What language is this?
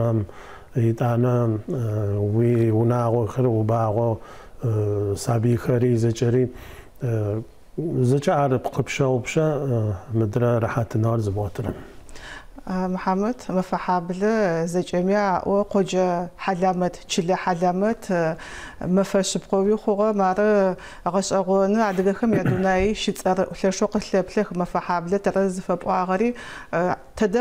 Adyghe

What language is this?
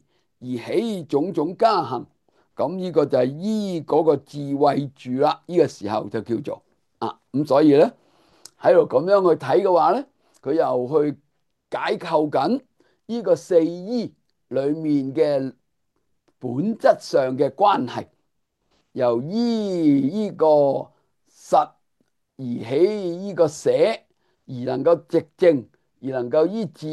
Cantonese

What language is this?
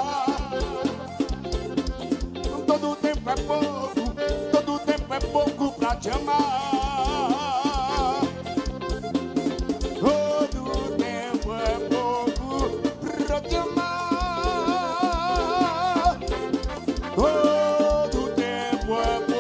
Portuguese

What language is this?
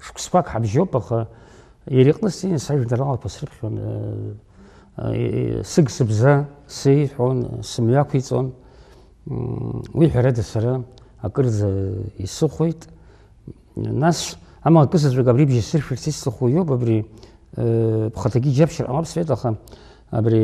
Abkhazian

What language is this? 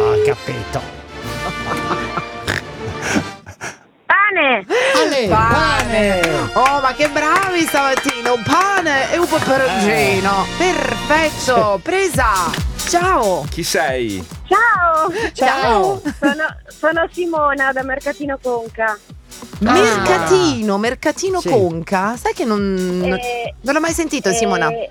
Italian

